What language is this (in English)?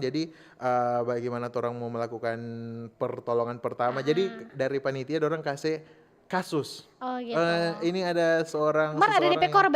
Manado Malay